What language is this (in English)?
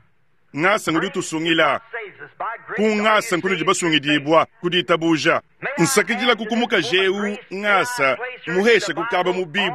Luba-Lulua